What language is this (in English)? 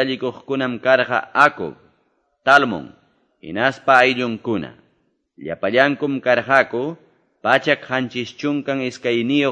Quechua